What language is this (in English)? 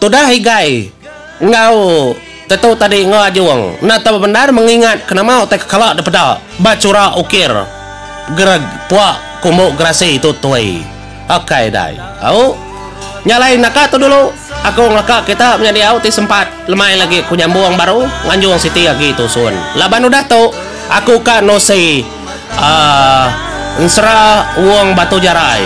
Iban